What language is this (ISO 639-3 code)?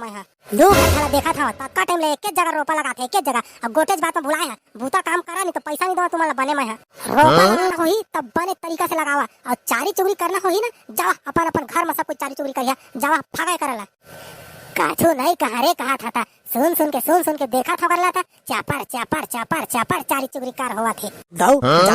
hne